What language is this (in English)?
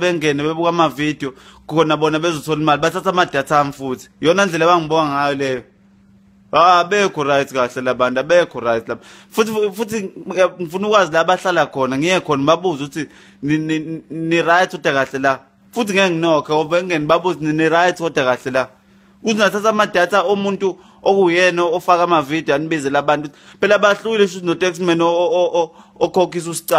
Zulu